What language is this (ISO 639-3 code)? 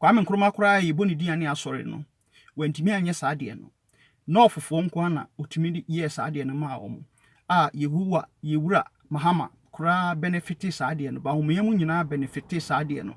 aka